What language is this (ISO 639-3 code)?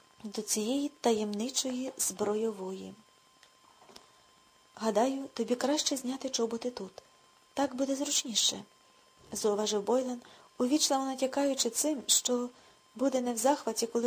ukr